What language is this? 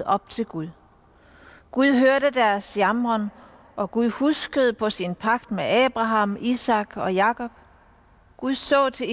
Danish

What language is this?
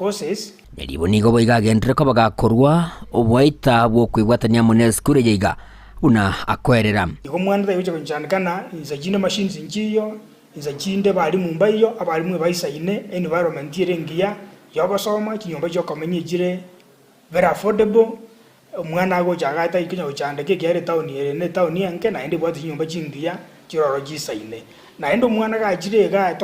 Gusii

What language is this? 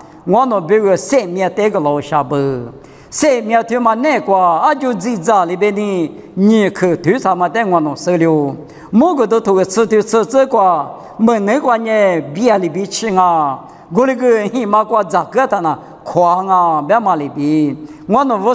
Lisu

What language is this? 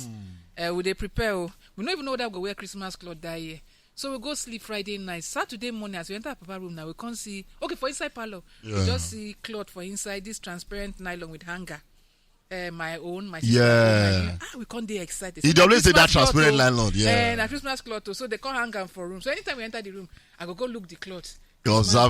Nigerian Pidgin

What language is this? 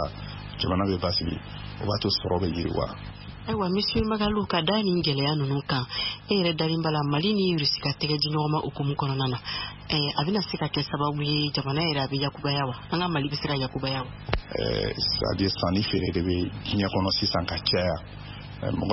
Bambara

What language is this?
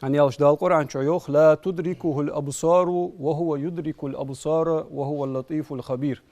Ingush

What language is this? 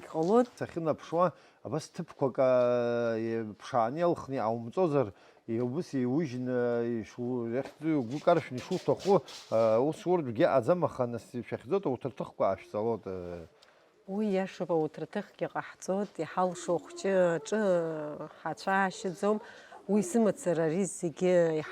Abkhazian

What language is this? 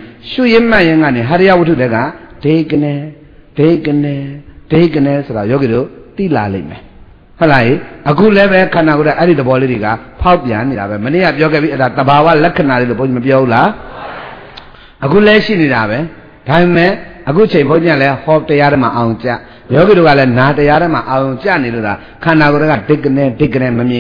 Burmese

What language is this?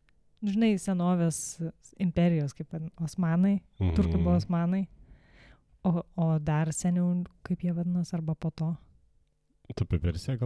Lithuanian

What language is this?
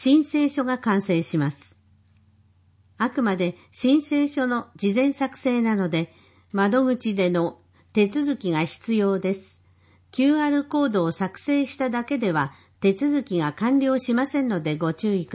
Japanese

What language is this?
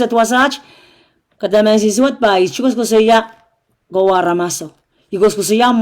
Pohnpeian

